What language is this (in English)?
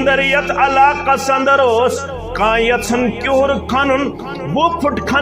Kashmiri